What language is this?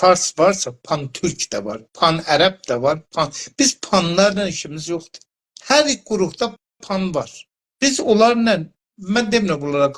South Azerbaijani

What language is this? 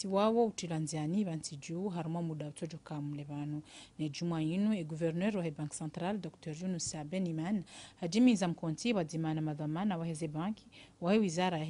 Ngazidja Comorian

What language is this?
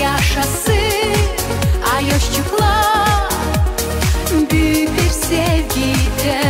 Gagauz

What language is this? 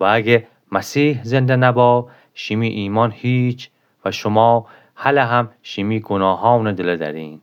Gilaki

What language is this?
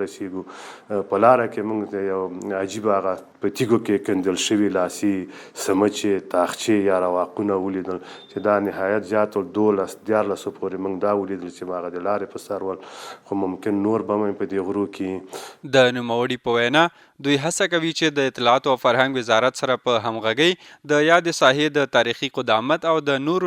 Pashto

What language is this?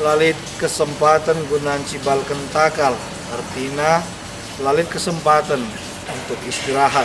Batak Karo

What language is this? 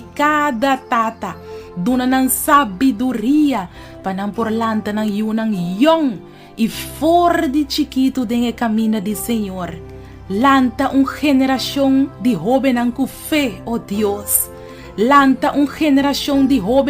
Papiamento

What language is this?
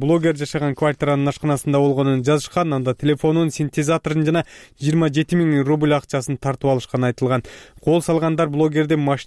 Kyrgyz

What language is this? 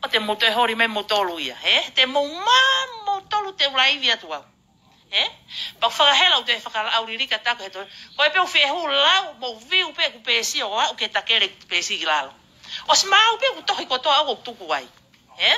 Tongan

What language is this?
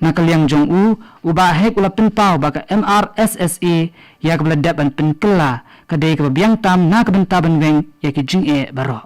Khasi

